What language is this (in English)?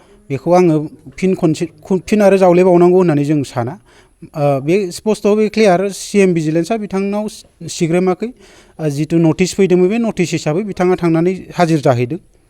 Bodo